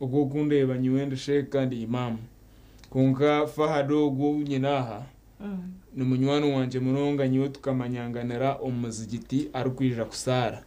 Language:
Nyankole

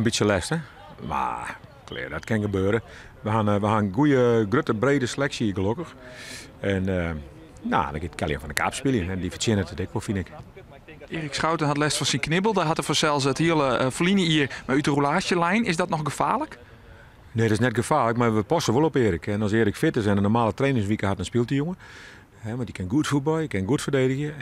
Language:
Western Frisian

